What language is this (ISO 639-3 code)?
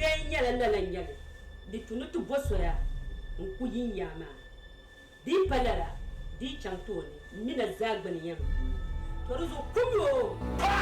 dag